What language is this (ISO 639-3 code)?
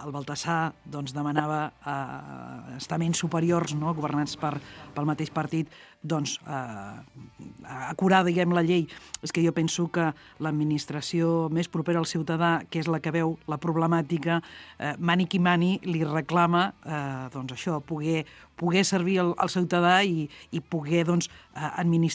cat